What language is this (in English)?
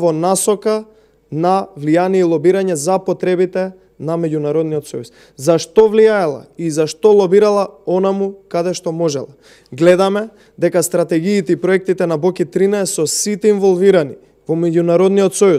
Macedonian